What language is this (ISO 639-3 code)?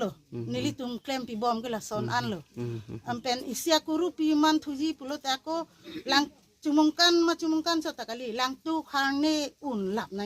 mjw